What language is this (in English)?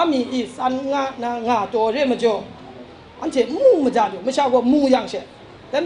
Kachin